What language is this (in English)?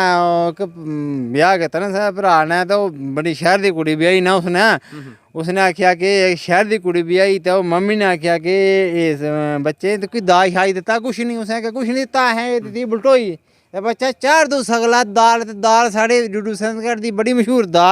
Dogri